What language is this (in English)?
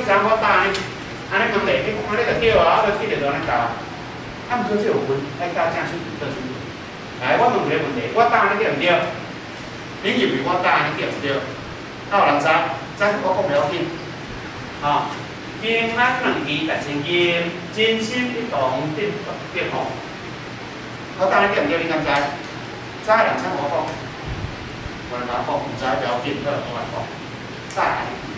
Min Nan Chinese